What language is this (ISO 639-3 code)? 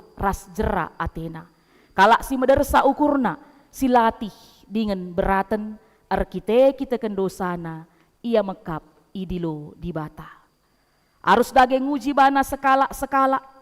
btx